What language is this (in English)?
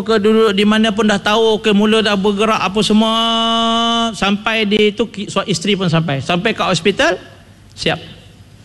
Malay